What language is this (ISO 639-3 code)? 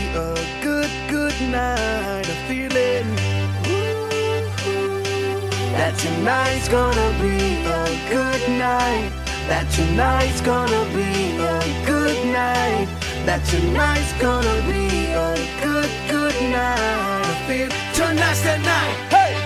eng